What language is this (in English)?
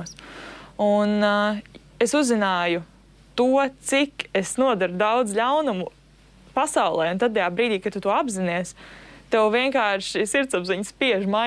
Latvian